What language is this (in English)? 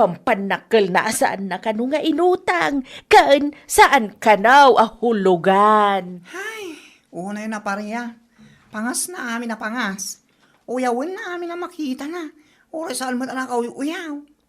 Iloko